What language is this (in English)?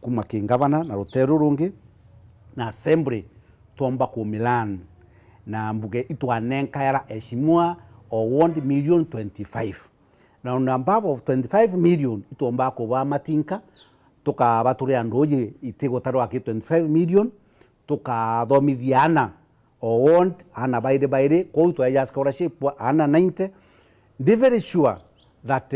Meru